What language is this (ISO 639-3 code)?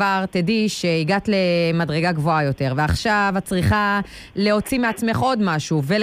heb